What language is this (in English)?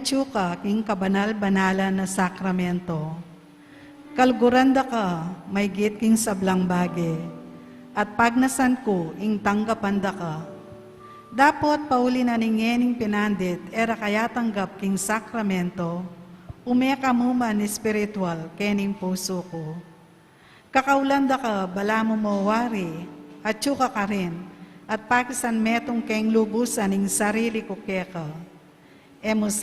Pampanga